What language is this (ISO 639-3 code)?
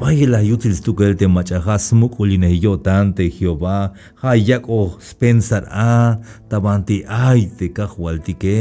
tzh